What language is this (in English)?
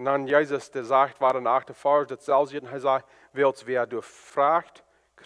Plautdietsch